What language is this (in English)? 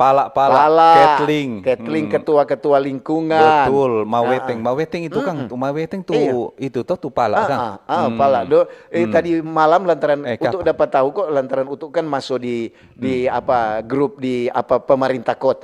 Manado Malay